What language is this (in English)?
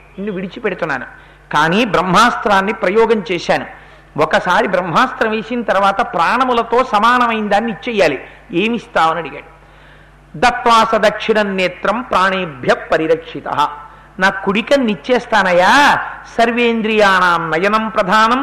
Telugu